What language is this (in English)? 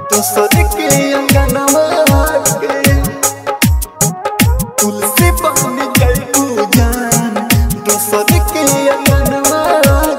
Bhojpuri